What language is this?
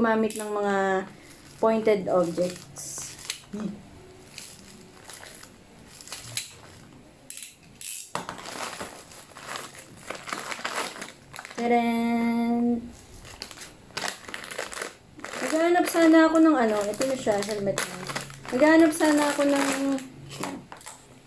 Filipino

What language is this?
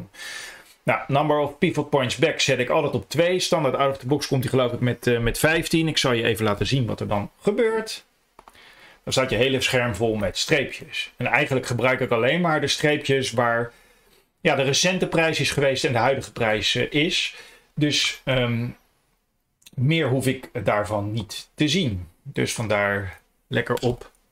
Dutch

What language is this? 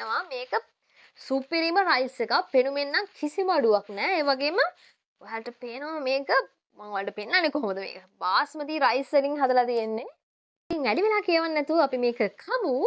Sinhala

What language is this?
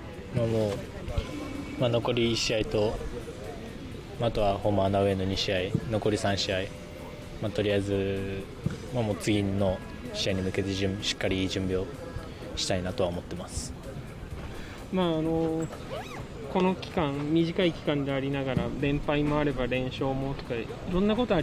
Japanese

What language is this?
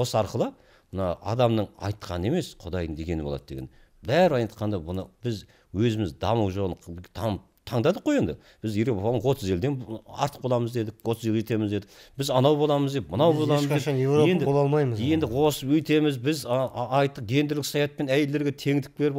Kazakh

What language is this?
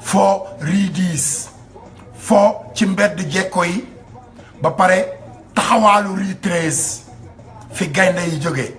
Wolof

